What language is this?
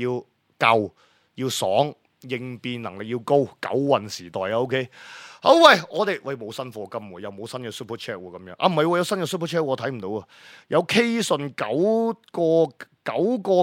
Cantonese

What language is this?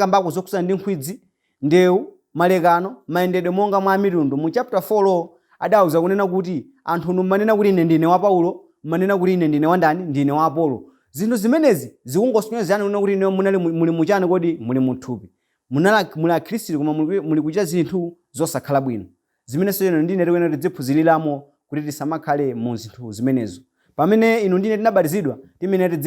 Nyanja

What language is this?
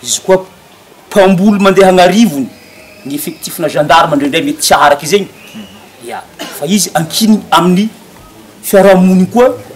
Malagasy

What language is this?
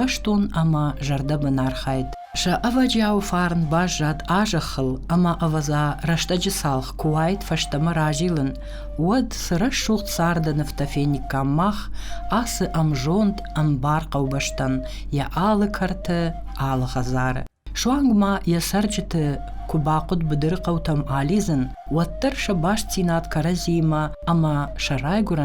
Ossetic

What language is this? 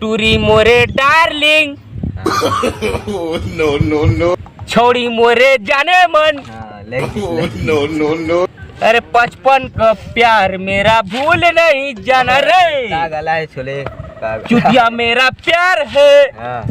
Chhattisgarhi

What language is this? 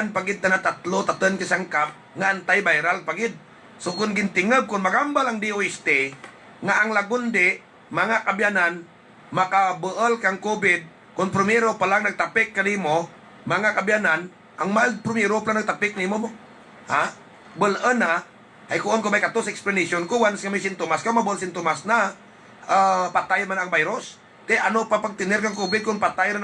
Hiligaynon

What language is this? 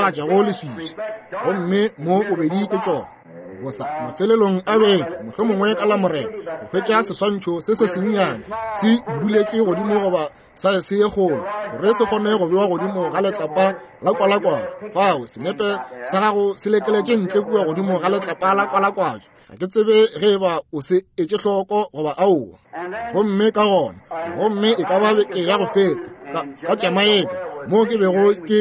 Northern Sotho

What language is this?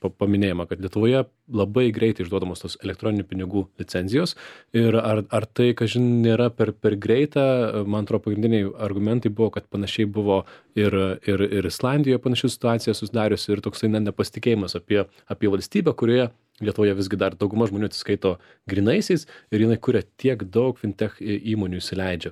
Lithuanian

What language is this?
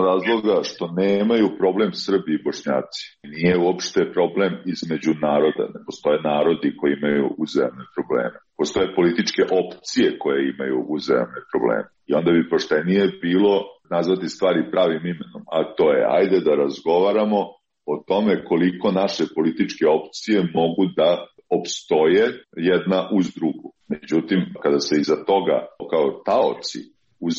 Serbian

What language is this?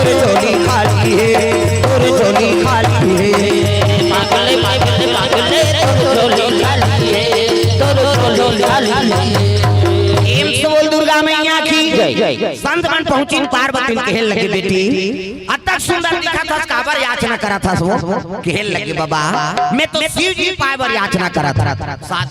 Chhattisgarhi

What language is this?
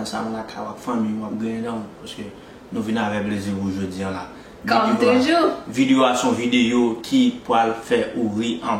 Haitian Creole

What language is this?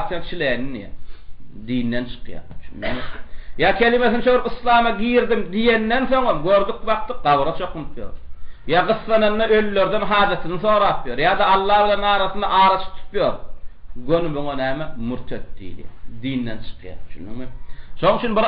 Turkmen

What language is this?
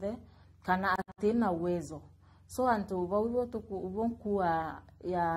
Meru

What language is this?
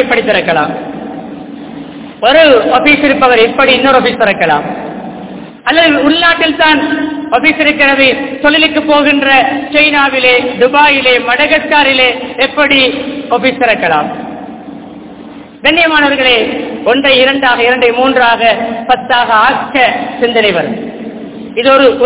Tamil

